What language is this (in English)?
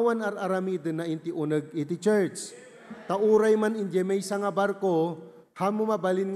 Iloko